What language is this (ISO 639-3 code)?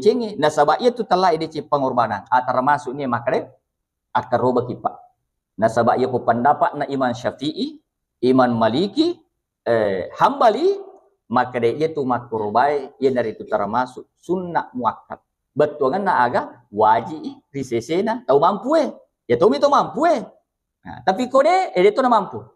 bug